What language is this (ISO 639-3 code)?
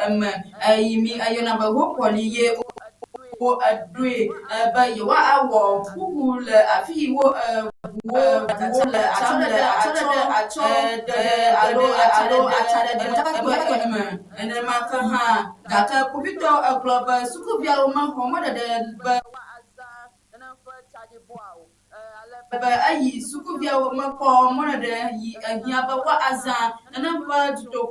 ewe